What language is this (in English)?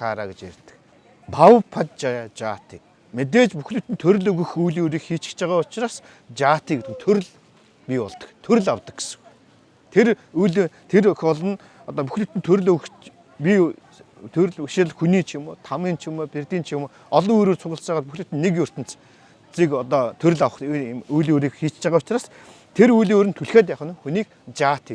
Mongolian